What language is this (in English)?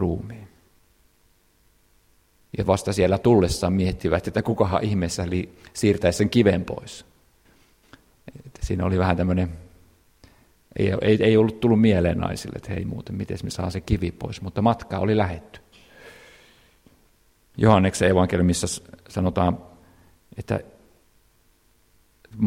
Finnish